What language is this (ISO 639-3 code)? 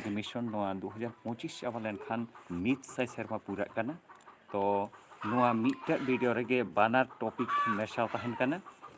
sat